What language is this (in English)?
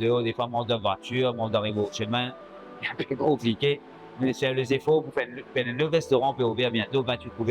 Morisyen